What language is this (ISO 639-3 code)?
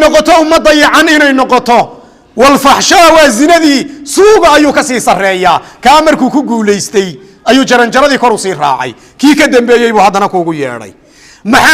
som